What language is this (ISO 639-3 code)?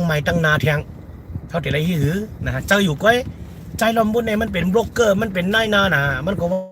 shn